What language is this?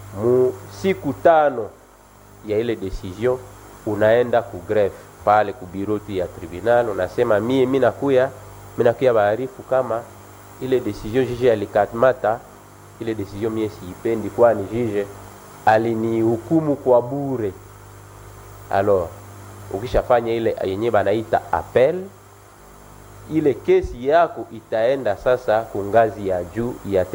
Swahili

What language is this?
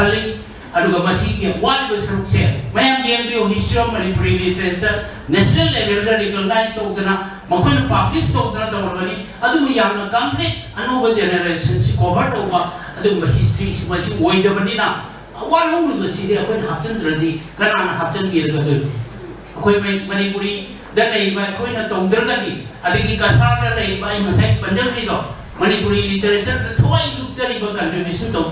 Manipuri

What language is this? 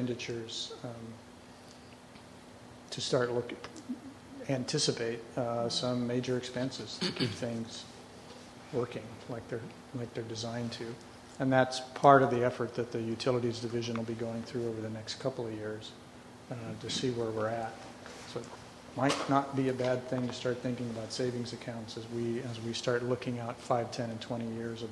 English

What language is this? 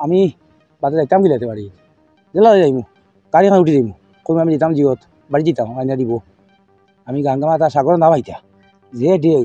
Sylheti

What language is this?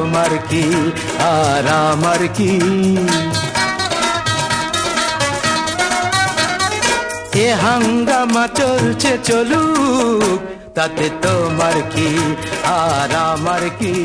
Bangla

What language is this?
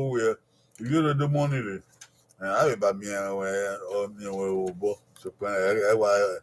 Bini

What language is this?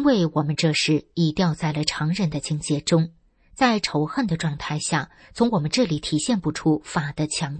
Chinese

